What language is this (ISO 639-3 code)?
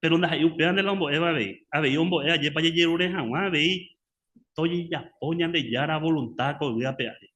grn